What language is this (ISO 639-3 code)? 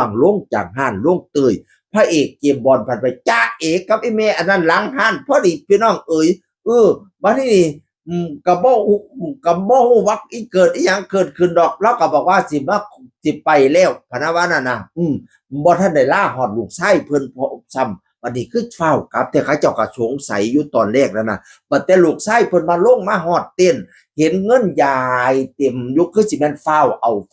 tts